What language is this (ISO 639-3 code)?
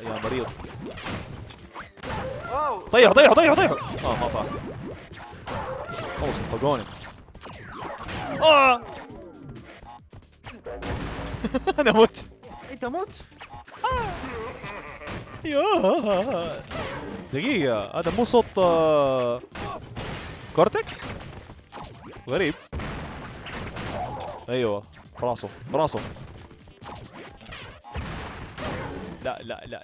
ara